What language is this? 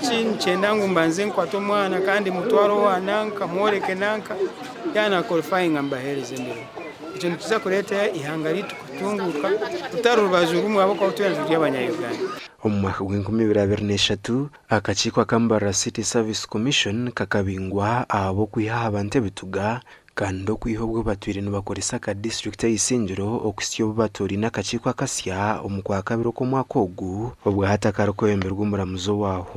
Nyankole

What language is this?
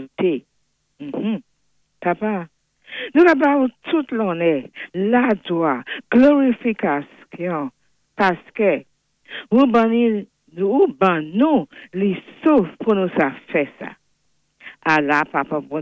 Saint Lucian Creole French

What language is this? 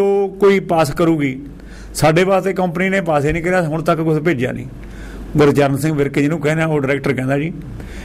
Punjabi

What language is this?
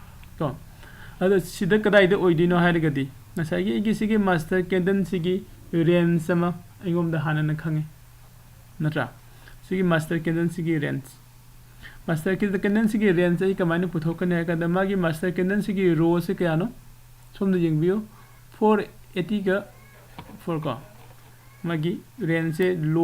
Manipuri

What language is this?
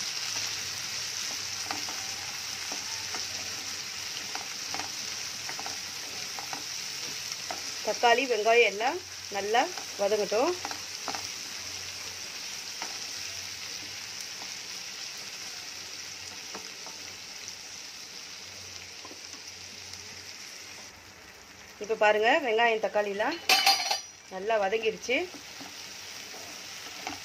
Tamil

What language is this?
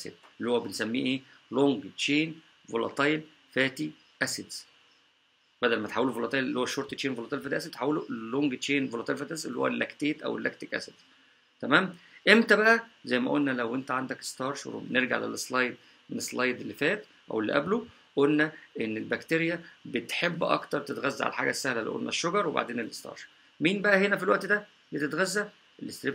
Egyptian Arabic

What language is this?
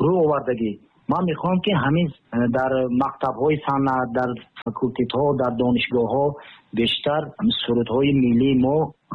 Tajik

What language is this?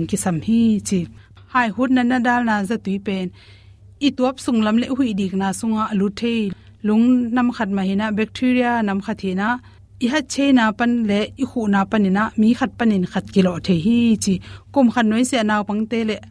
Tedim Chin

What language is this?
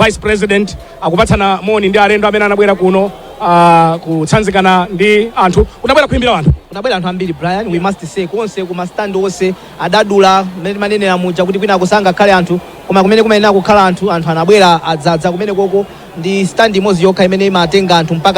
Nyanja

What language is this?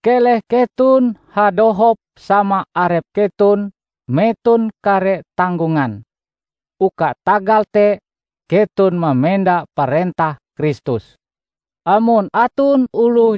Ngaju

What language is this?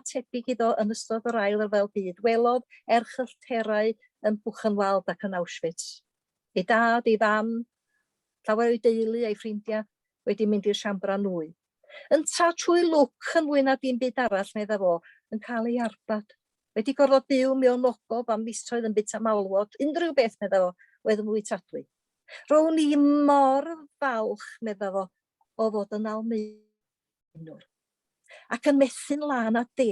Welsh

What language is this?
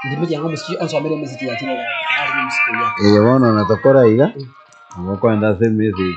Gusii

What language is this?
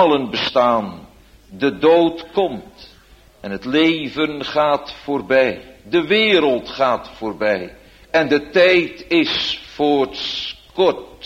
Dutch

